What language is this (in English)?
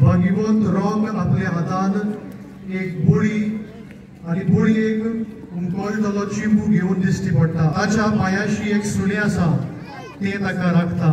Konkani